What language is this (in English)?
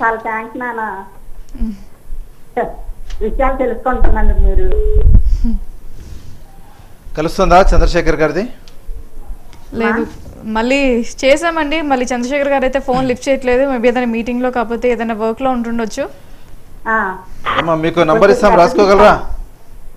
Telugu